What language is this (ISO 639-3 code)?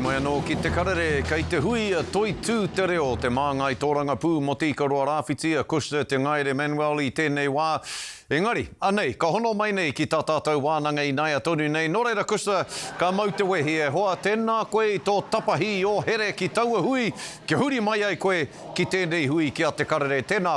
mri